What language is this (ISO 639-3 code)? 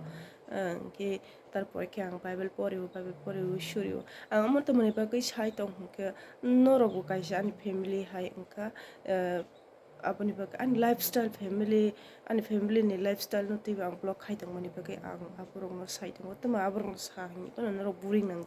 trp